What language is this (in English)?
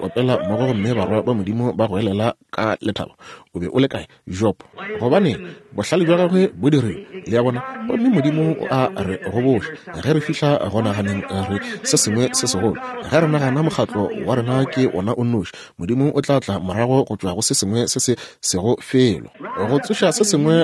Northern Sotho